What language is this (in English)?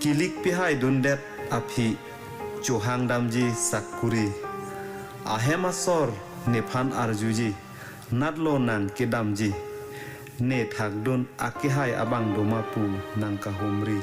Karbi